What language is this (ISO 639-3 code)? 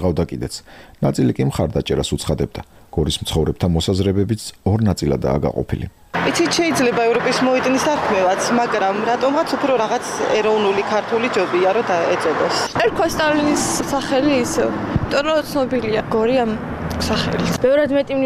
kat